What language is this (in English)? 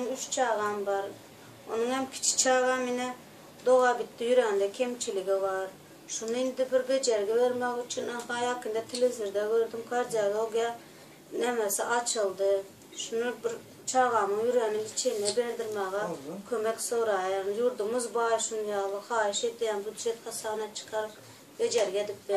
Turkmen